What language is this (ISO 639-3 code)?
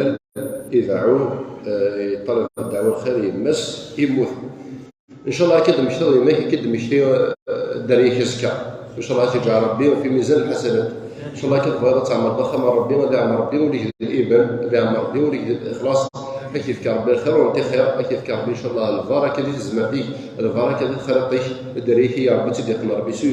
kab